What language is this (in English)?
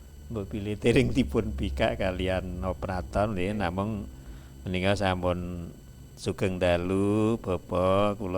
Javanese